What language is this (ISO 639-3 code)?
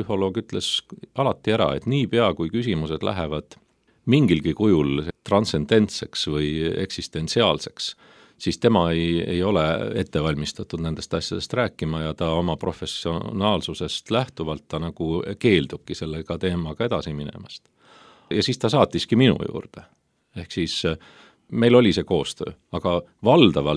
est